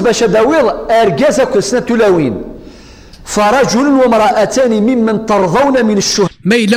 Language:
Kabyle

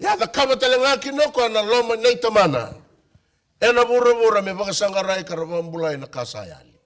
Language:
Fijian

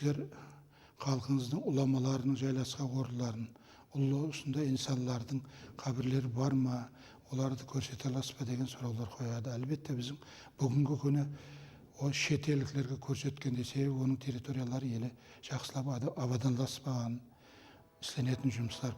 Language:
Kara-Kalpak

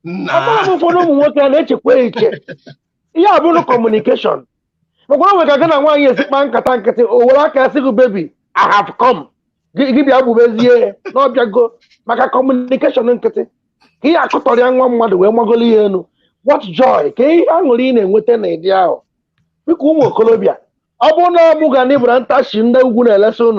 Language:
Igbo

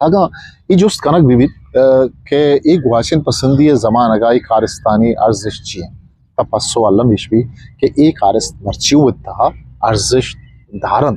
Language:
Eastern Balochi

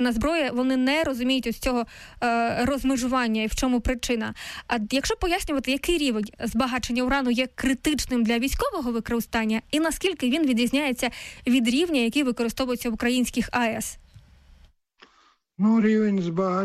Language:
Ukrainian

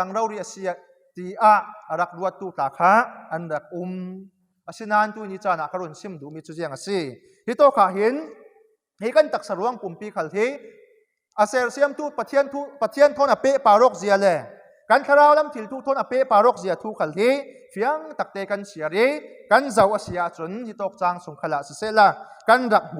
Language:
Falam Chin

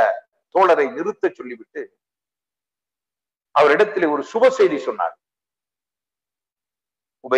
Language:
Tamil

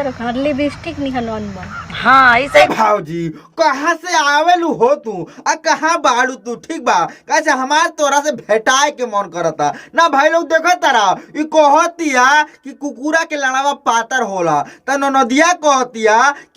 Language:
Bhojpuri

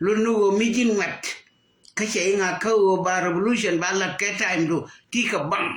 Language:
Nuer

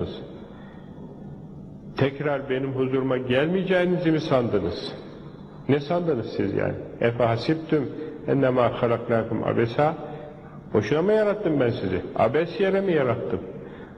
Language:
Turkish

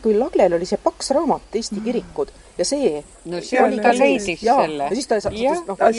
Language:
Estonian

